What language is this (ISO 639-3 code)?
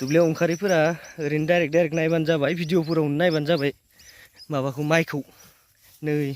brx